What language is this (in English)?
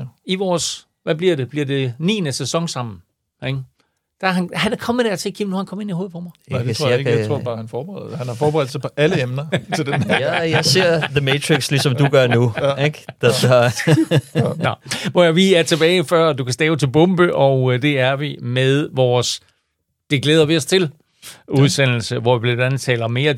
Danish